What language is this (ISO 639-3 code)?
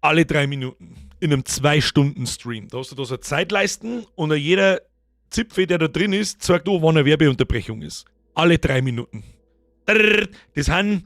bar